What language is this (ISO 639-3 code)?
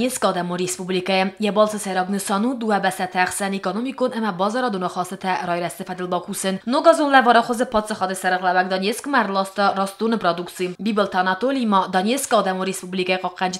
oss